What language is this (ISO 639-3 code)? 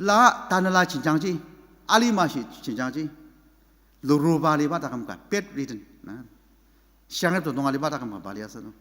njo